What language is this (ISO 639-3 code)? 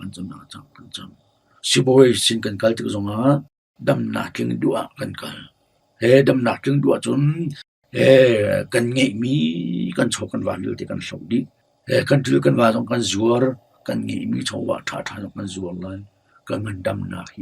cnh